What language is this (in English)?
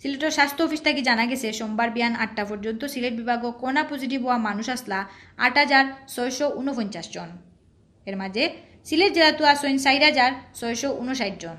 Sylheti